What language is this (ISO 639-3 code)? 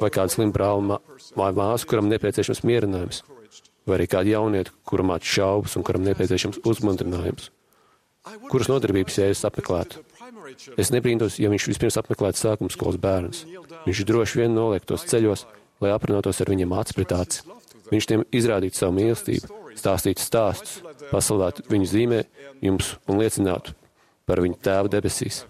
lav